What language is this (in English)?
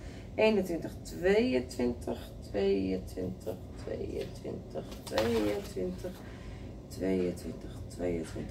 Dutch